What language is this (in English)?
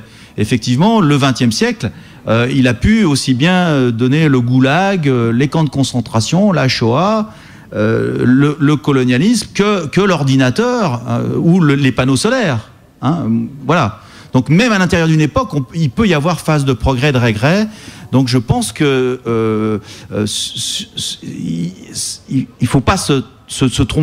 French